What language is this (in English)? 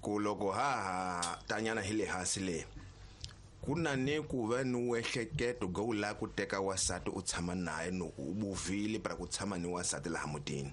Tsonga